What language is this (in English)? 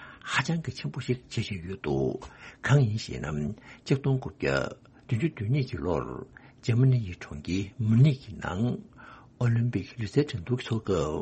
Tibetan